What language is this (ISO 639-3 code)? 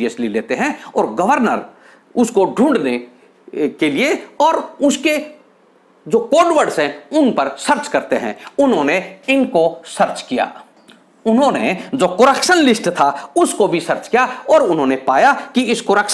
hin